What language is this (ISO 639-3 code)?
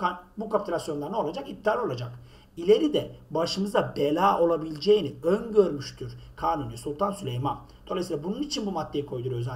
tur